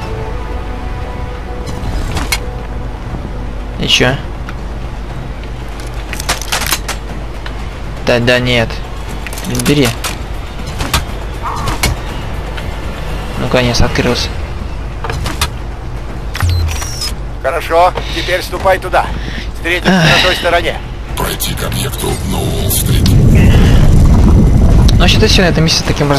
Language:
Russian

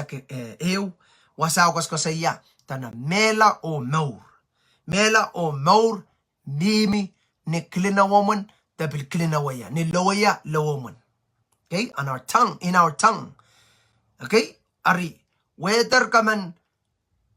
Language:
Pohnpeian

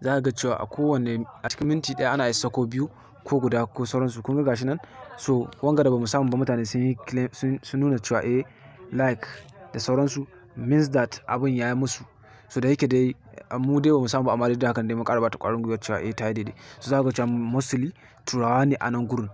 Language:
Hausa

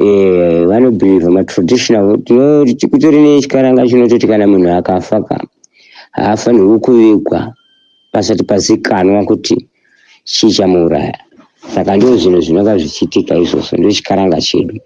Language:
Shona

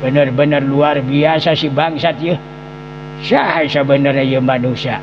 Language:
Sundanese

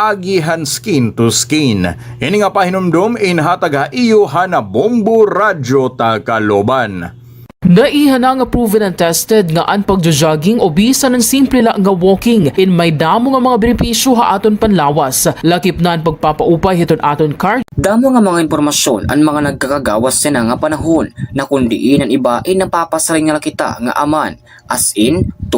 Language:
Waray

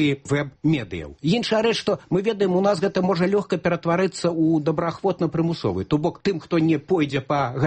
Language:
Belarusian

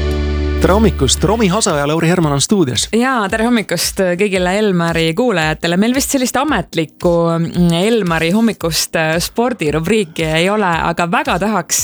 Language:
Estonian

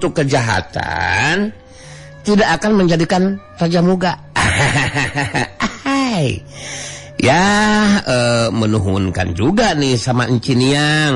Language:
Sundanese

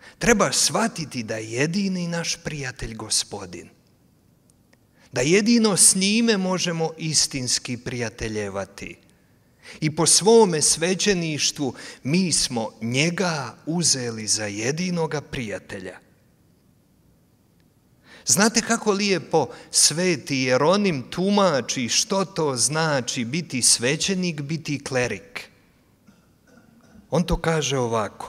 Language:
Croatian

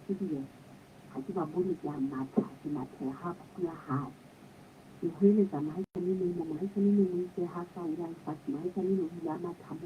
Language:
Southern Sotho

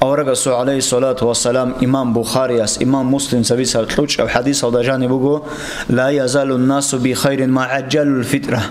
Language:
Avaric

